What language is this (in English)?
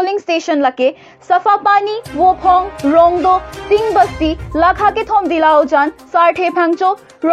Karbi